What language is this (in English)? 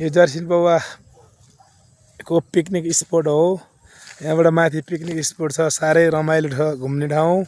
Nepali